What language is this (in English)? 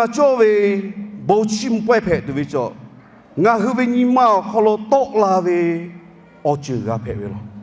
Lahu